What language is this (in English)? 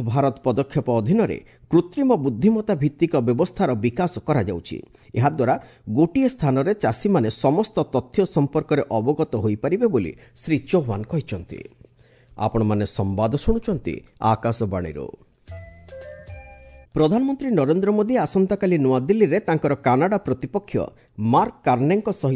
Odia